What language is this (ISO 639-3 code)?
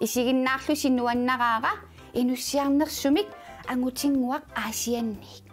kal